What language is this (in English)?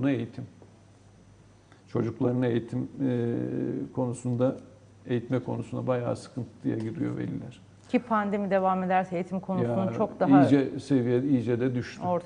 Turkish